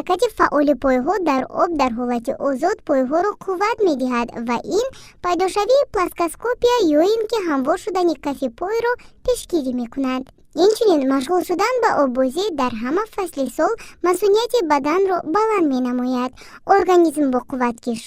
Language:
Tajik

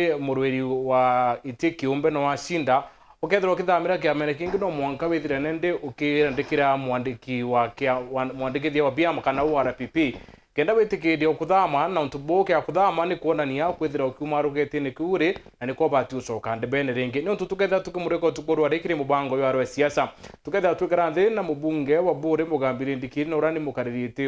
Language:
Meru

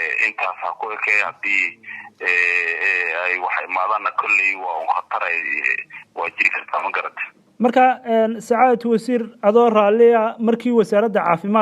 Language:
Somali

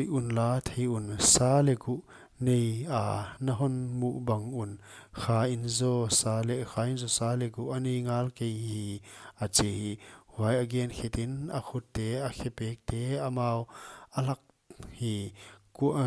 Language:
Paite Chin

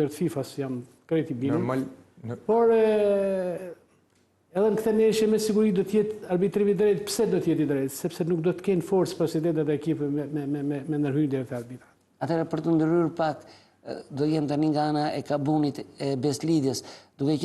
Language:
Albanian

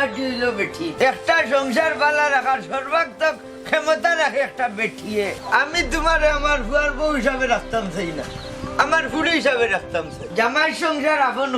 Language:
Sylheti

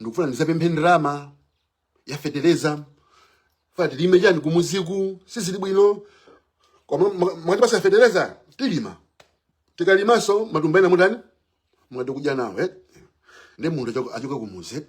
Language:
Nyanja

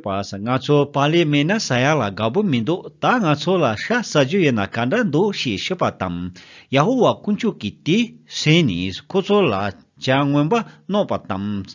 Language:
Tibetan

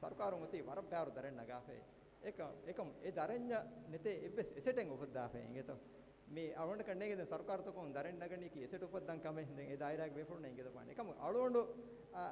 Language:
Divehi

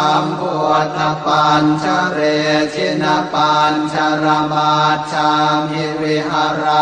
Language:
Pali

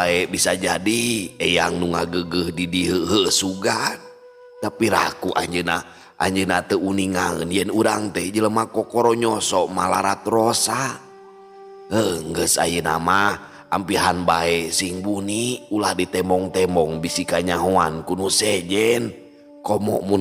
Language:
Sundanese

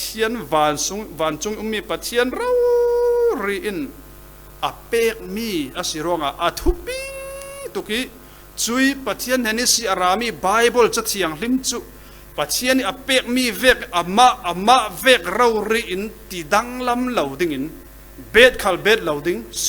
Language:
Falam Chin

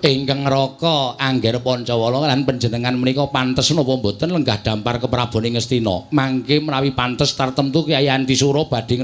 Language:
Javanese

